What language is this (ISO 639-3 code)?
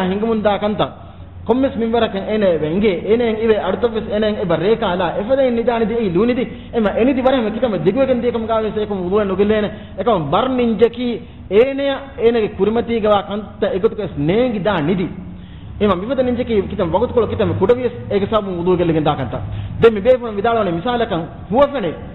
div